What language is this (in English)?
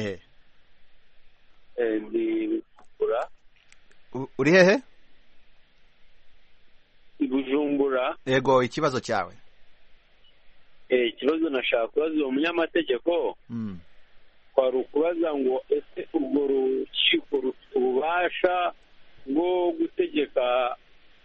Kinyarwanda